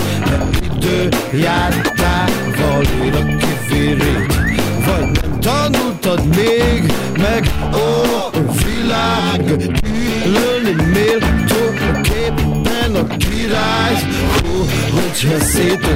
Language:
Hungarian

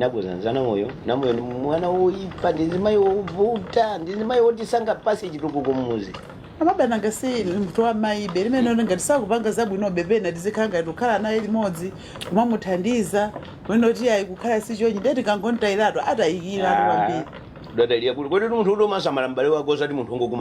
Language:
Nyanja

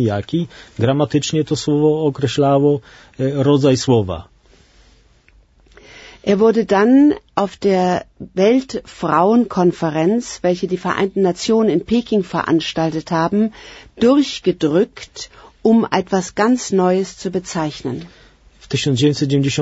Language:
Polish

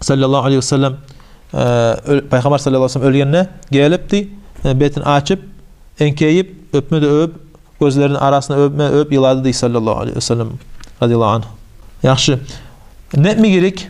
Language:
Kumyk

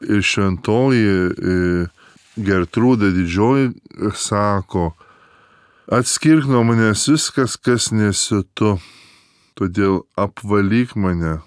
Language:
Lithuanian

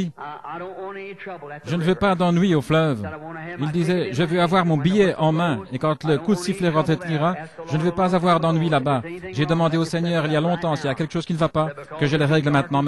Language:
French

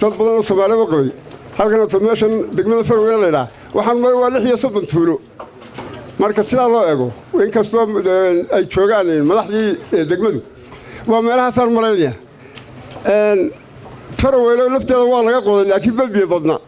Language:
Somali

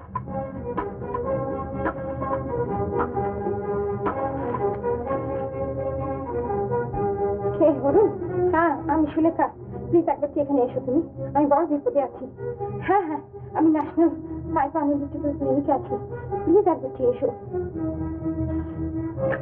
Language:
Bangla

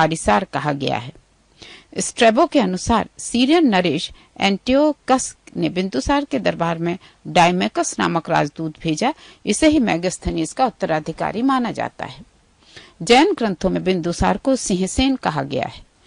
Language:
Hindi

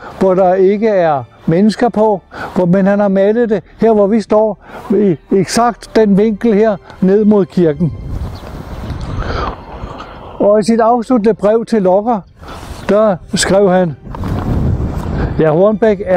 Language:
Danish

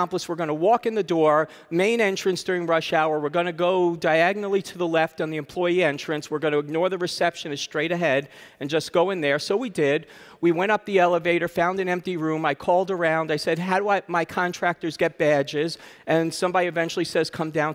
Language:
English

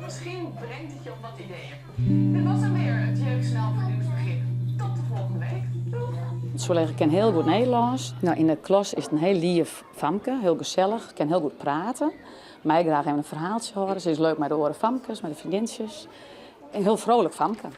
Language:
Western Frisian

